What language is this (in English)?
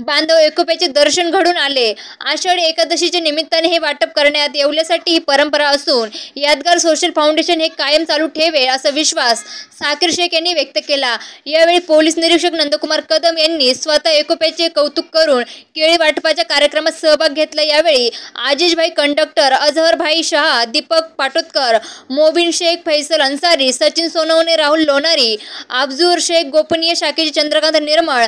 Marathi